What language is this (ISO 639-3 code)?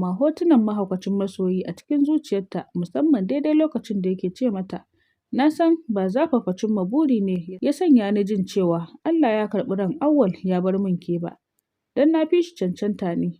hau